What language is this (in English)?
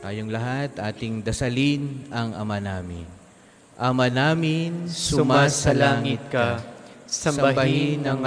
Filipino